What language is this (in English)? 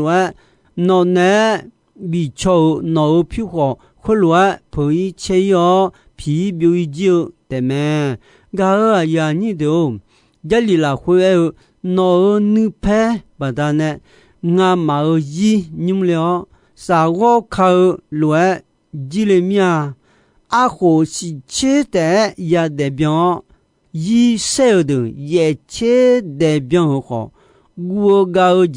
Akha